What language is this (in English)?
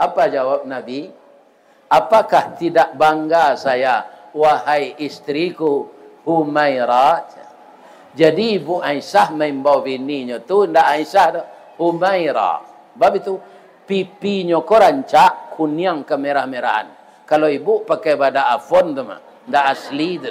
Minangkabau